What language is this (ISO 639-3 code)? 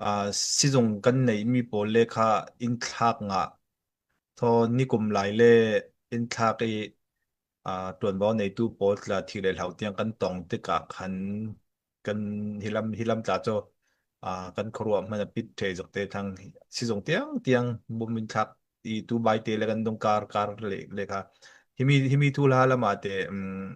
cfm